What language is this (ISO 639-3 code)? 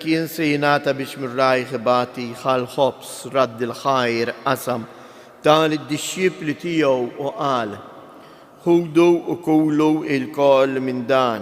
mlt